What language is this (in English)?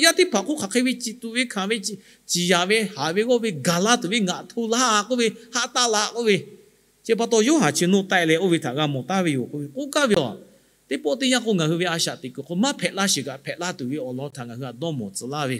Lahu